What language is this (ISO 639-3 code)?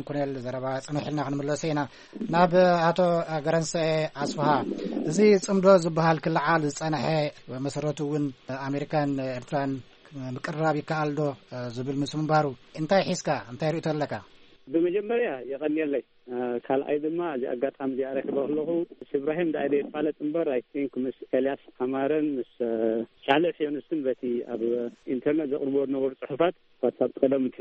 tir